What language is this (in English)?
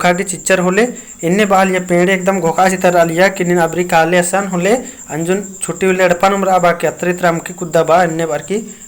Kurukh